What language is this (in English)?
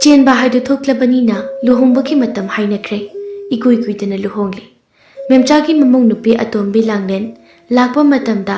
Manipuri